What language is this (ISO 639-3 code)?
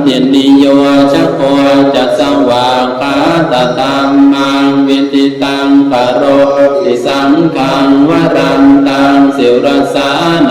pli